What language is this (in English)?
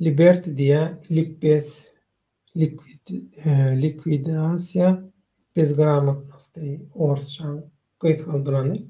Turkmen